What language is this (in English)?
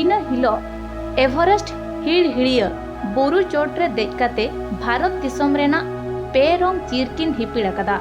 Santali